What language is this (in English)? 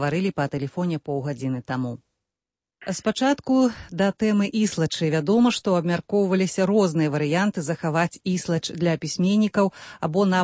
Belarusian